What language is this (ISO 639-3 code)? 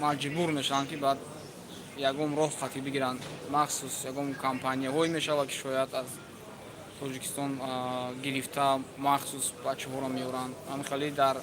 tgk